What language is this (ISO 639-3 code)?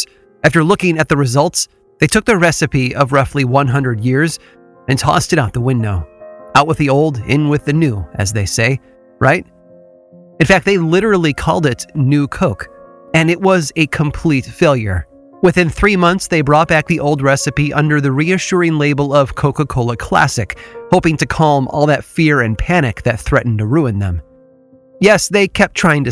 eng